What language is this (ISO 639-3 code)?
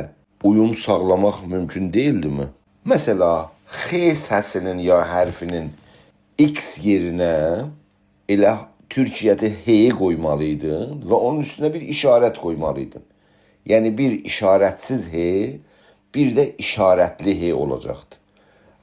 azb